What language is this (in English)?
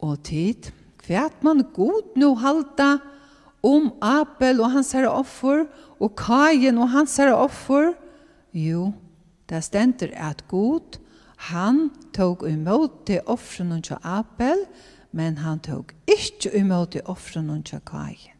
Faroese